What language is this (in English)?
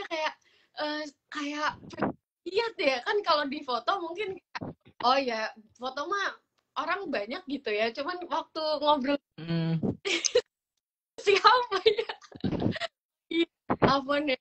Indonesian